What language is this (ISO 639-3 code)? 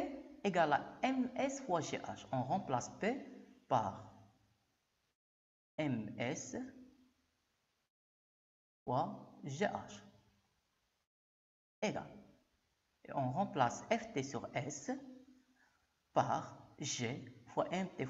fra